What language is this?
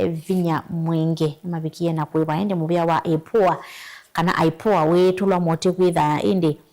Kamba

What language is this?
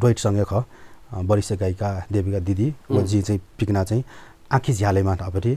Newari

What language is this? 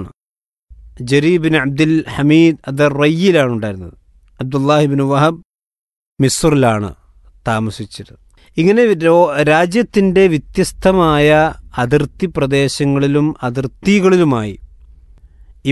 Malayalam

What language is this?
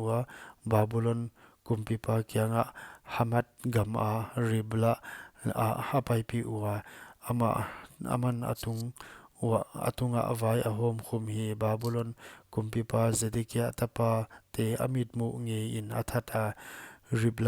Paite Chin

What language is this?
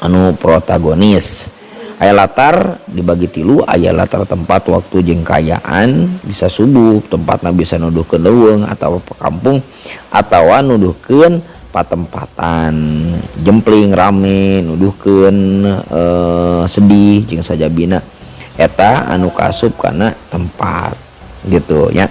Sundanese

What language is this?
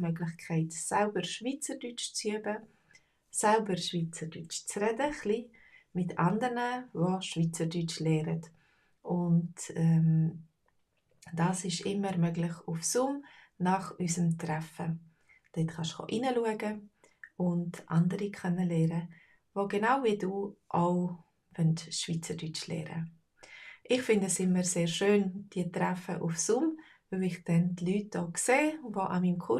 Swiss German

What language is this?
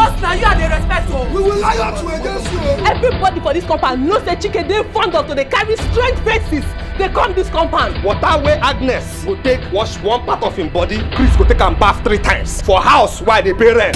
Nigerian Pidgin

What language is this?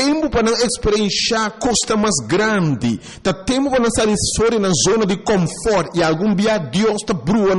Papiamento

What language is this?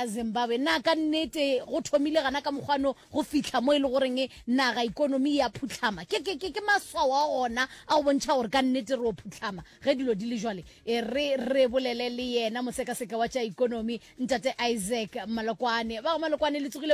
Northern Sotho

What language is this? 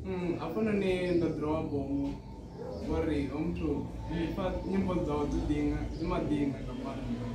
Venda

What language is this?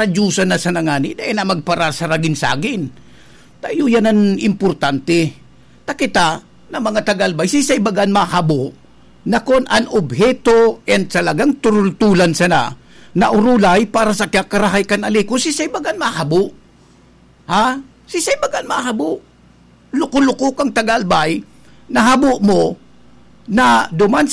Bikol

